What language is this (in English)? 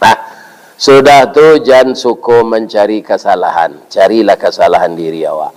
Minangkabau